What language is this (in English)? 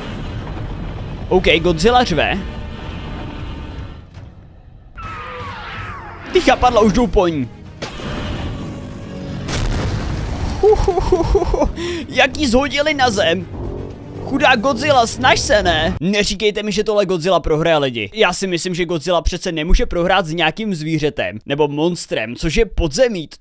Czech